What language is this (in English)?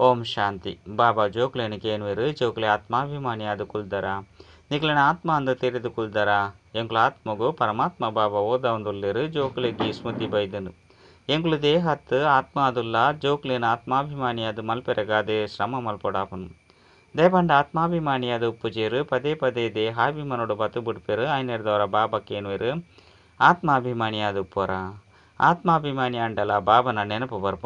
Tulu